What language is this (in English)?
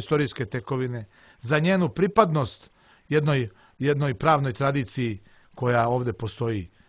Serbian